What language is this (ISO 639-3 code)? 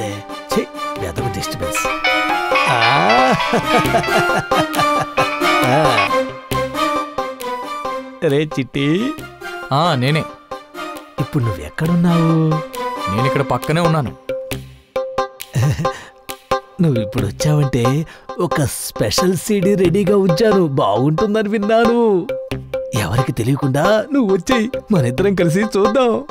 tel